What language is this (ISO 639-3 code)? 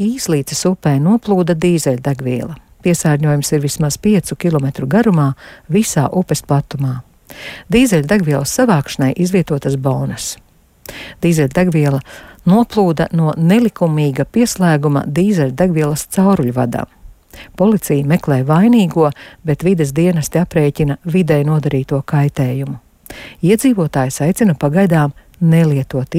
lav